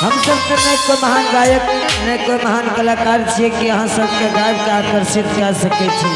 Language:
Angika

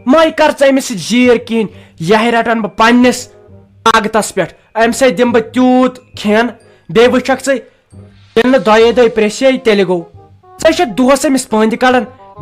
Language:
Kashmiri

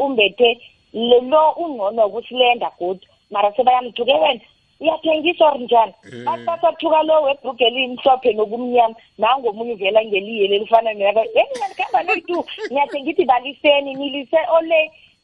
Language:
South Ndebele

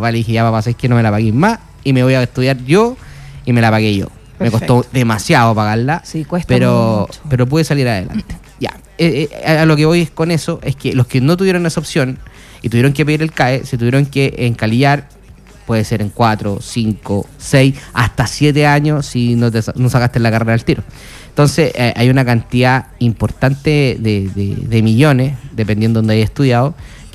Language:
Spanish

